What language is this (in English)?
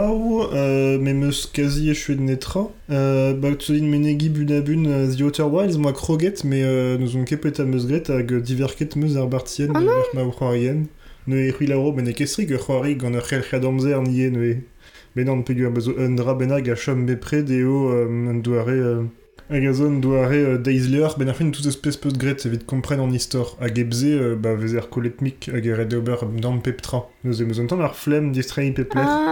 Breton